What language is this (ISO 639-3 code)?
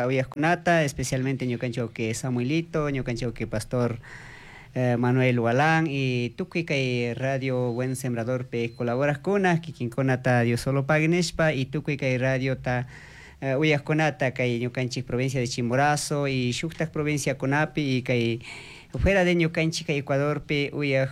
qug